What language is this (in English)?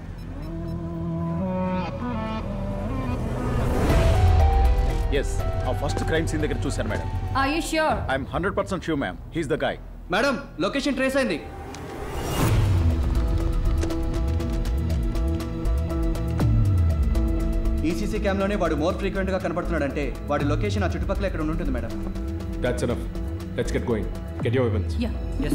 Telugu